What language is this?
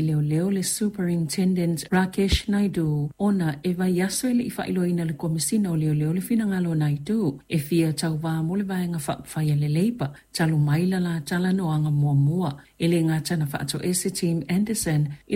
Samoan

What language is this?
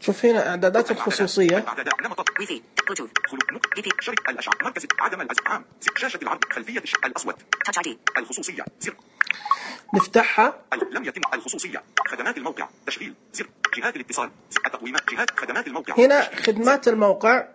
Najdi Arabic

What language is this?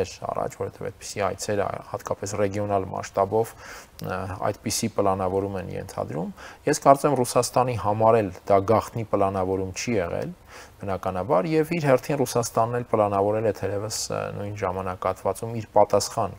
Armenian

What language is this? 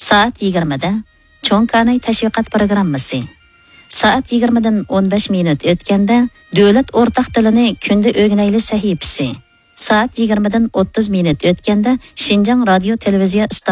Uyghur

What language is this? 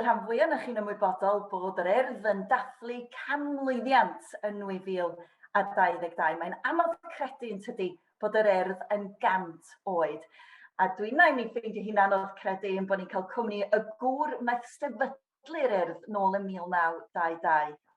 Welsh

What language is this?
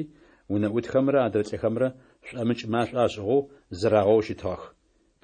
Adyghe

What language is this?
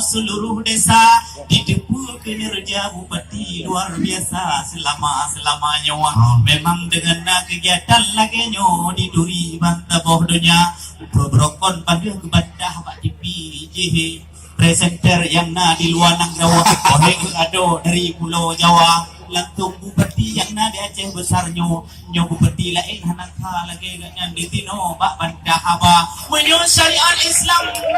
Achinese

